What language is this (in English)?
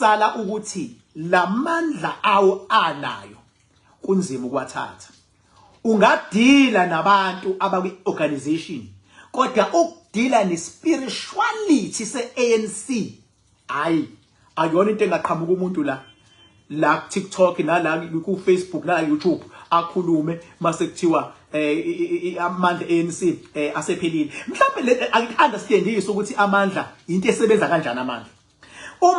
Zulu